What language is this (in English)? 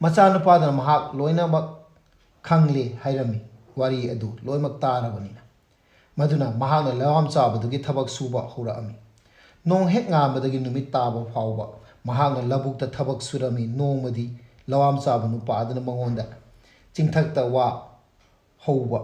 Manipuri